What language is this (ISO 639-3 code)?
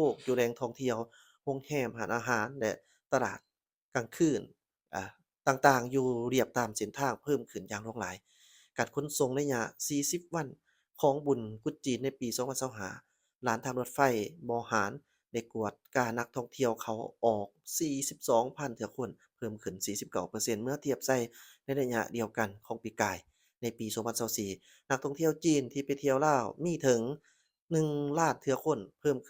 lao